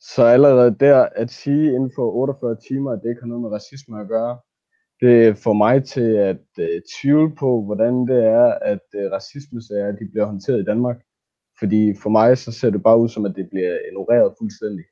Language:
Danish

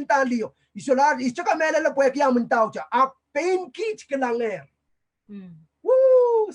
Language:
Pohnpeian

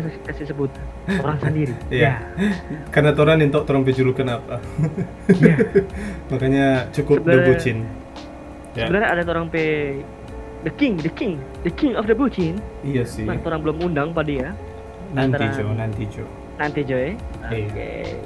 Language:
Manado Malay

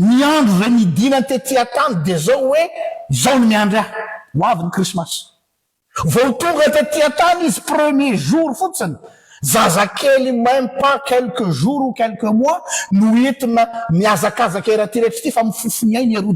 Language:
Malagasy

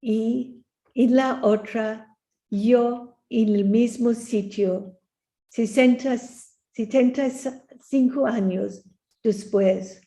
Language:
Ladino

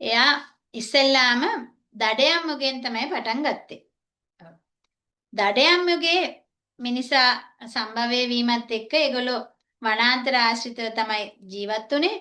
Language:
Sinhala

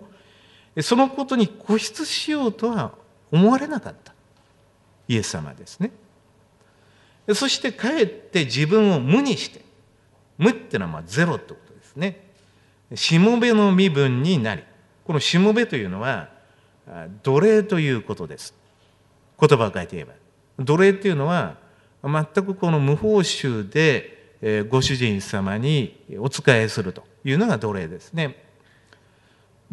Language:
Japanese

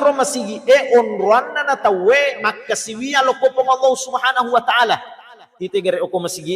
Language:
Buginese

